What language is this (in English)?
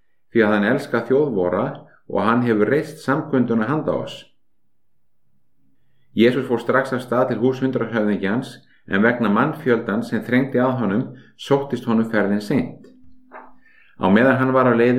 Icelandic